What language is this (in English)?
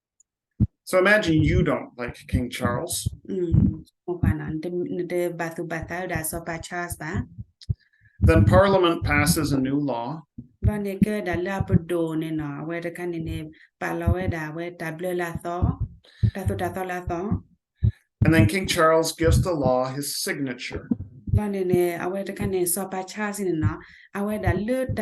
S'gaw Karen